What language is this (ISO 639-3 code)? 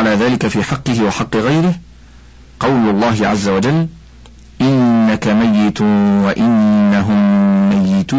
ara